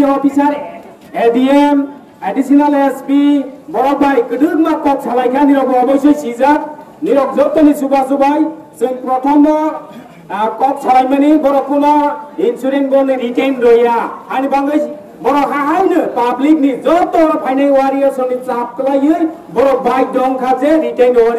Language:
Kok Borok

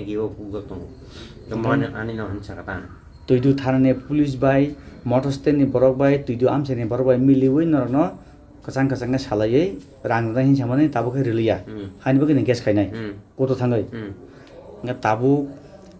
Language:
Kok Borok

